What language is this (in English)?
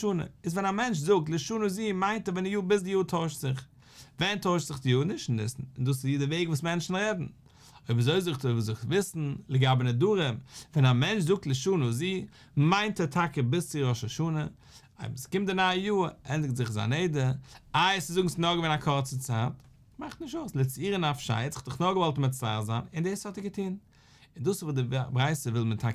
Yiddish